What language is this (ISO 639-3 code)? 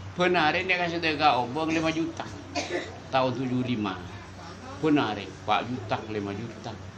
mad